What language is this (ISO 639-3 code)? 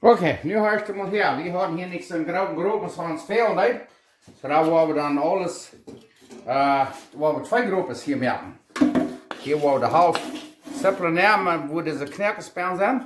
pdt